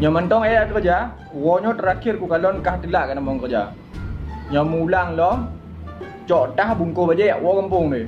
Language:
Achinese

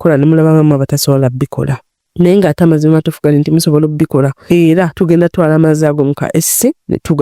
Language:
Ganda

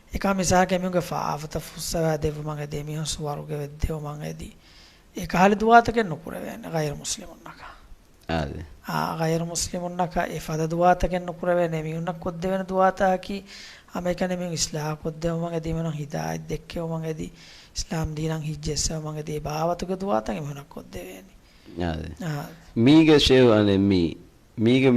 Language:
Divehi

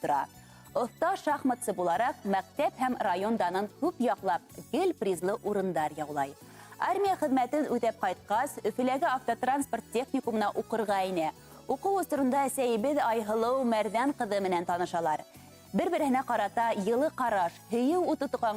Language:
Bashkir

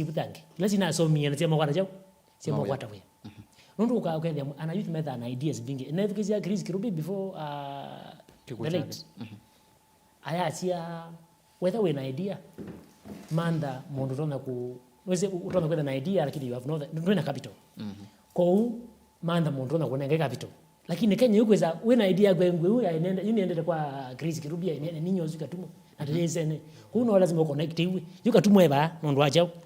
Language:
Kamba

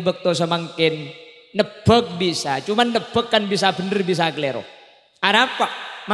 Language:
Madurese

